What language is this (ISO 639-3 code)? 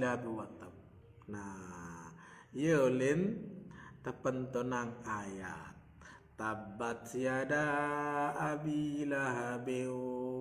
sas